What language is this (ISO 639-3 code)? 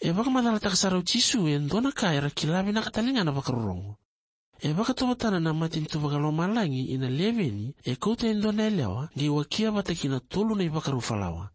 fij